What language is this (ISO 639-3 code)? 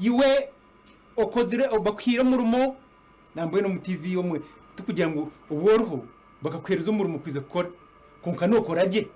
nyn